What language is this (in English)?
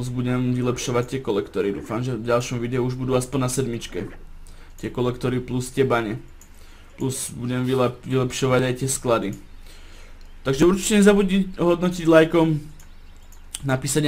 Slovak